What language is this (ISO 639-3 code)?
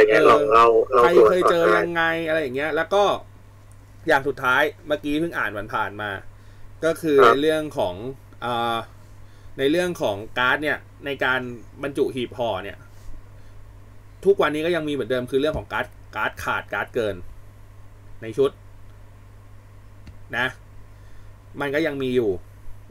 tha